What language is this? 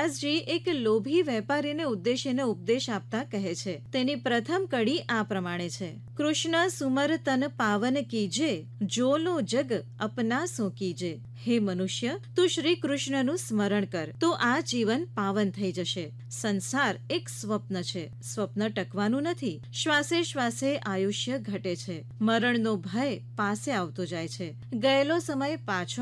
Gujarati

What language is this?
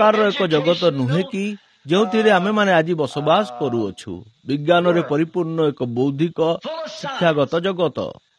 Odia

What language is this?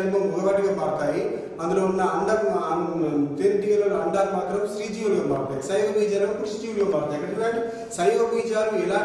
Telugu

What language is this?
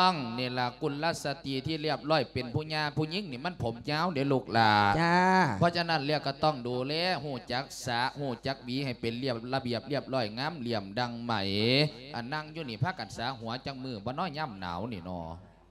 Lao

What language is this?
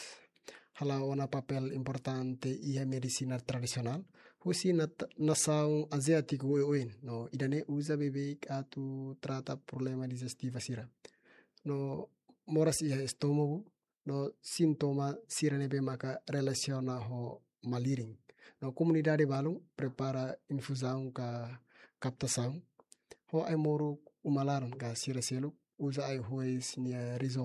Tetum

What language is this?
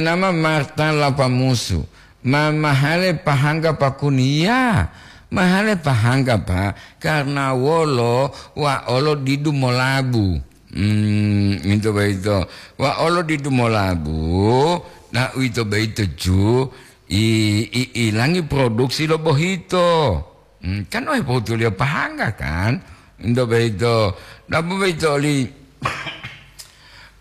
Gorontalo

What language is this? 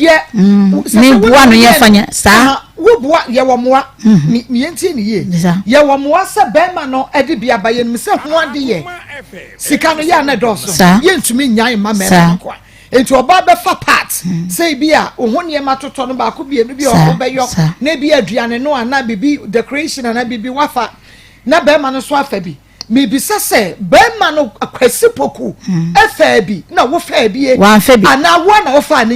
Akan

